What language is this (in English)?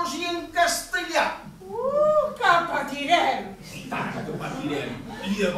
Catalan